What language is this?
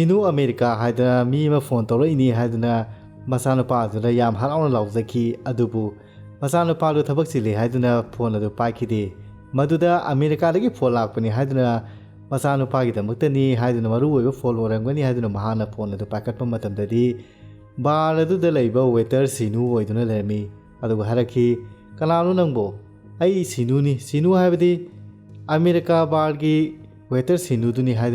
Manipuri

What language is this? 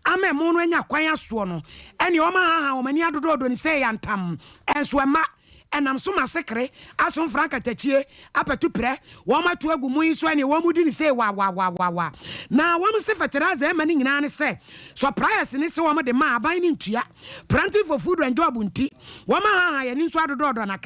Akan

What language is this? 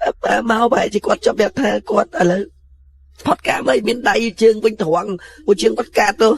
Khmer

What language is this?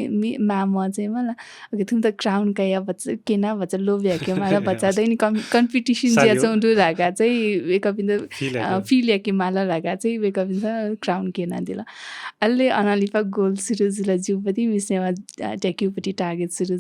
Newari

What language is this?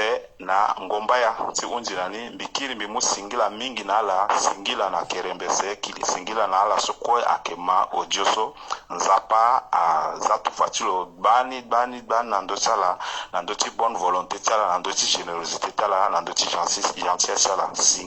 Sango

